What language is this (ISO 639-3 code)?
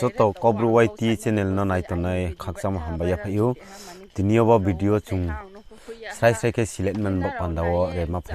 ria